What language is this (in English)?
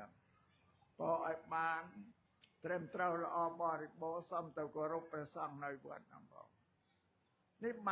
Khmer